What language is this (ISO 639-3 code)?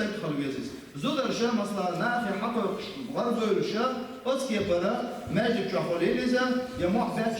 che